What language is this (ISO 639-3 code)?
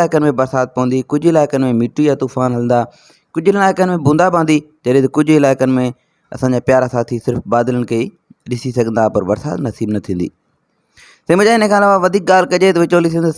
snd